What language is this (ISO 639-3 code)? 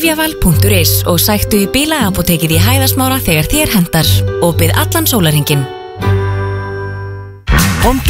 isl